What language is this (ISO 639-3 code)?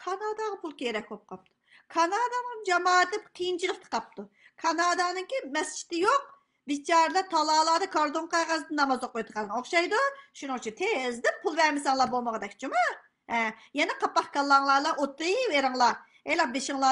uig